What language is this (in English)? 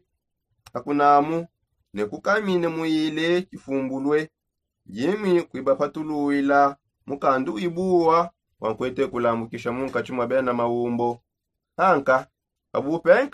Songe